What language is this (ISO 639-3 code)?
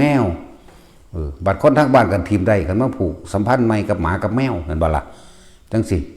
tts